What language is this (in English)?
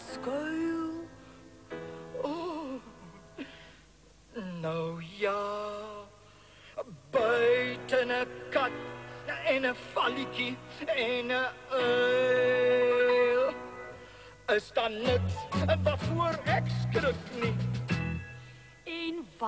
Afrikaans